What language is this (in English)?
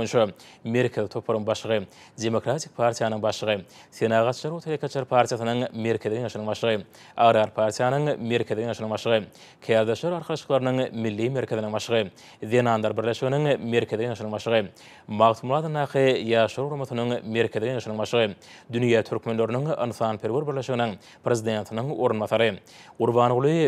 Turkmen